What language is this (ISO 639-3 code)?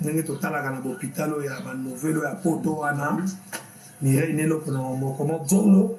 lin